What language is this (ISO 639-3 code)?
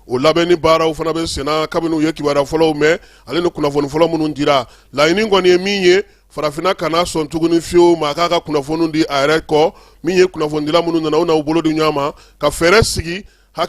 bam